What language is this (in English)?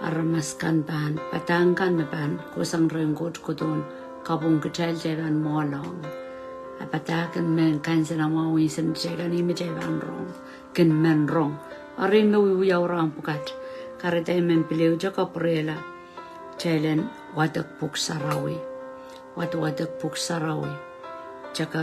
Pohnpeian